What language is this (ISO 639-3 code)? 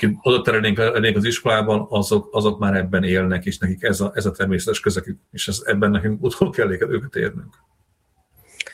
hun